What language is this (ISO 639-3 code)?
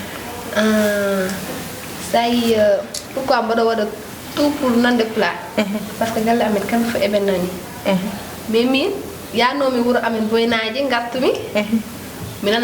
ful